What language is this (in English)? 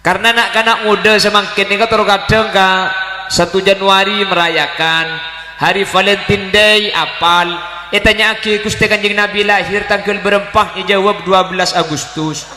Madurese